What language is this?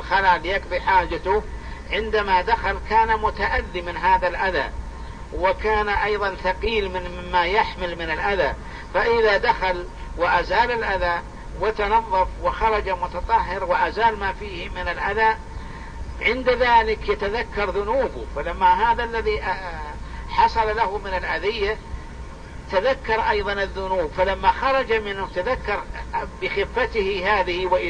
Arabic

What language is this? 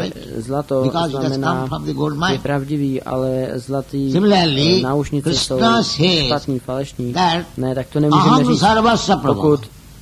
Czech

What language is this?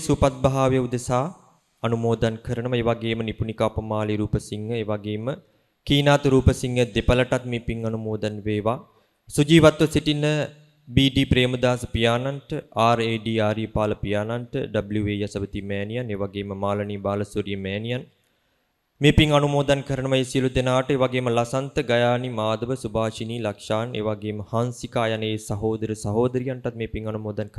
Sinhala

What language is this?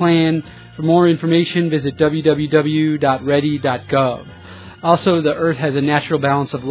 English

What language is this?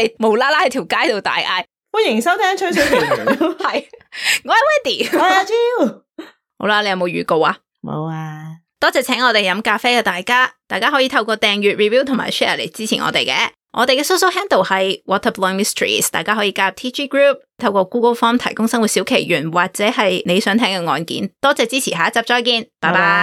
Cantonese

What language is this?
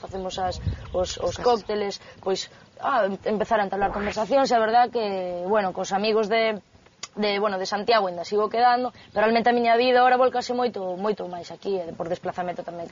Galician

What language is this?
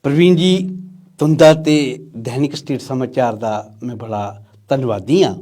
Dogri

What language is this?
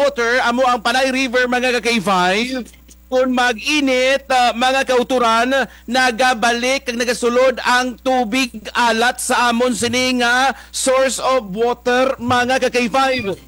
Kinaray-a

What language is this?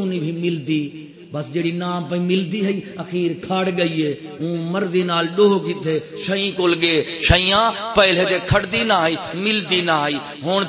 Saraiki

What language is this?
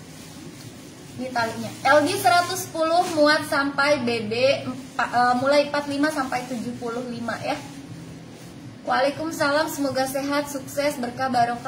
Indonesian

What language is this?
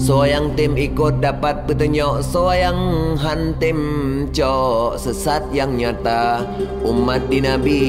Achinese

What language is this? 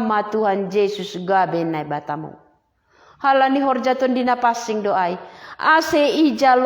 Batak Simalungun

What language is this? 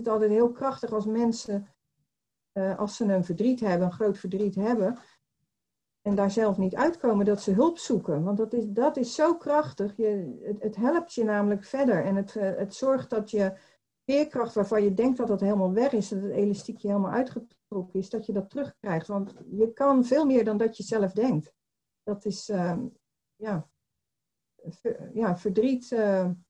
Dutch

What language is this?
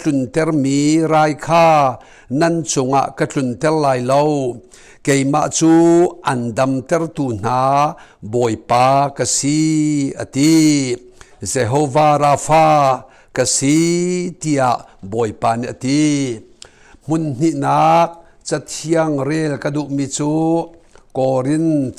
Hakha Chin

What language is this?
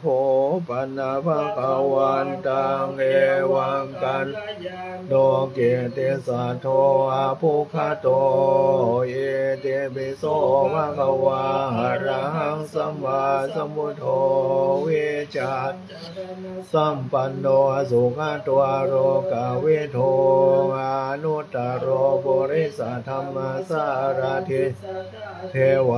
Pali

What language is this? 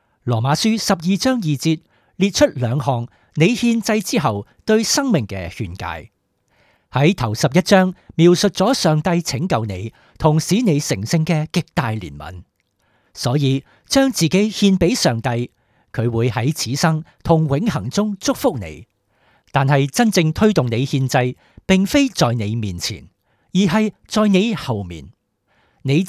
Cantonese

